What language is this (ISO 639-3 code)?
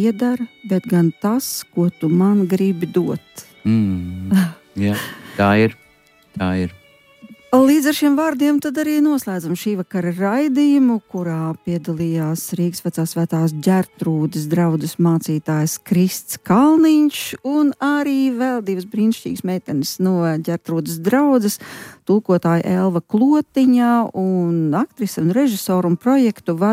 lav